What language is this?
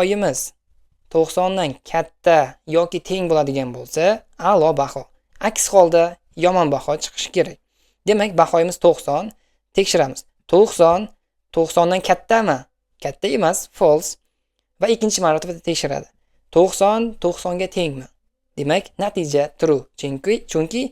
Uzbek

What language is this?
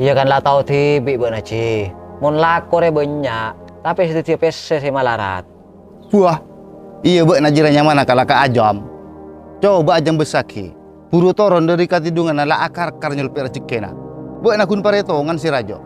Madurese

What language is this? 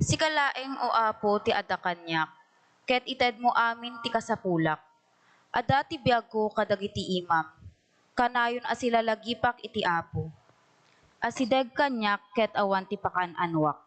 Iloko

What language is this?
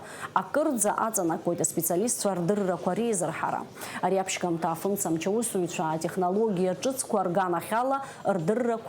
Abkhazian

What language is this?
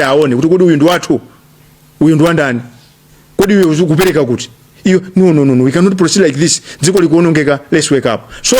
Nyanja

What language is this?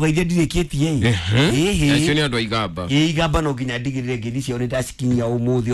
Kikuyu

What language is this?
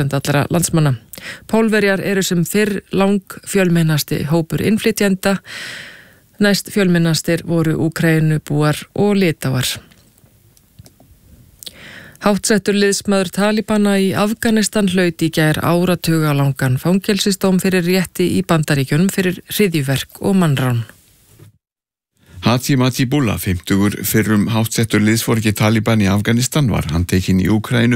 Icelandic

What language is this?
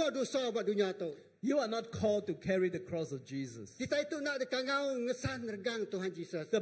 Iban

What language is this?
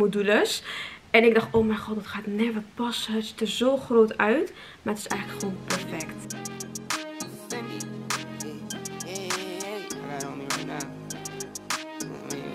Dutch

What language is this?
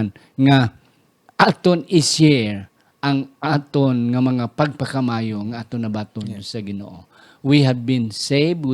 Hiligaynon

